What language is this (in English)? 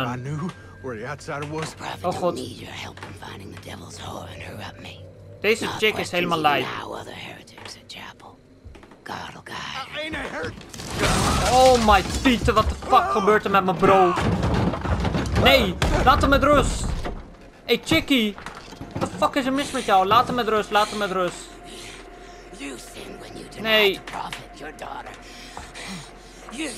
Dutch